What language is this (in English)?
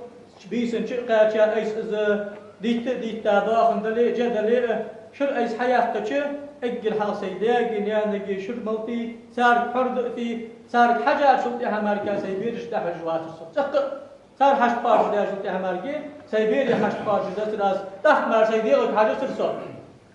Ingush